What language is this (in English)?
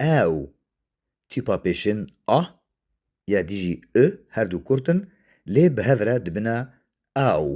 Kurdish